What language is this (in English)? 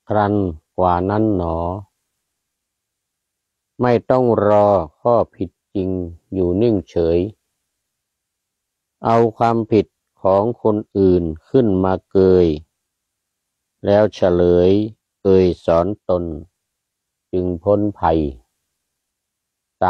Thai